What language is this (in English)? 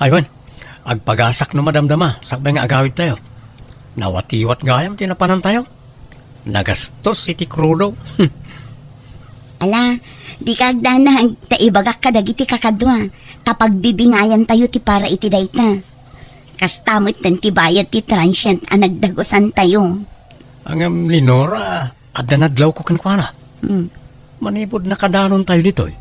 Iloko